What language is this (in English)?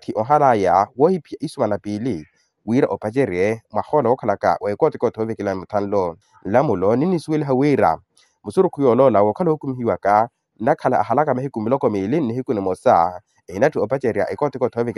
Makhuwa